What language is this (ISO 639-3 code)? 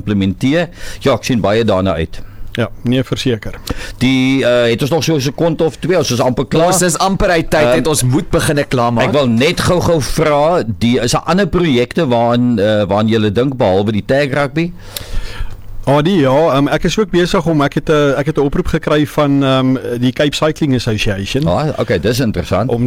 afr